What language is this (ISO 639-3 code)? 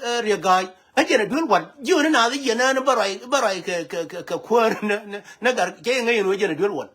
nus